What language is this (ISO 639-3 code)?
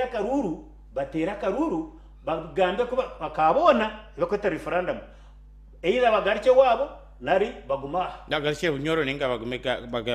nyn